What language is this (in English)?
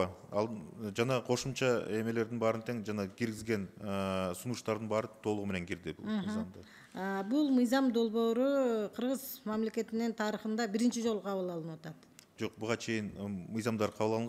Kyrgyz